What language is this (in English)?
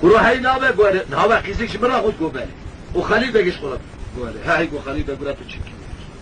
Kurdish